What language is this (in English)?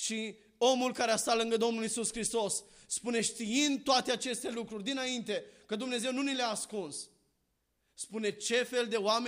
Romanian